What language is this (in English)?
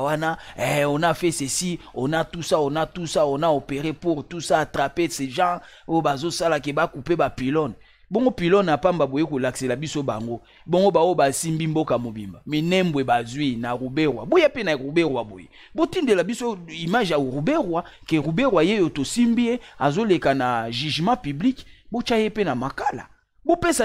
Lingala